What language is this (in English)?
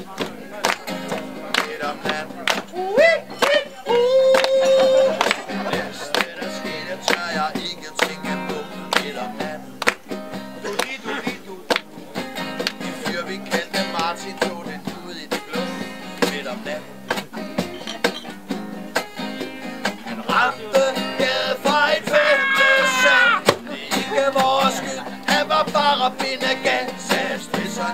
Danish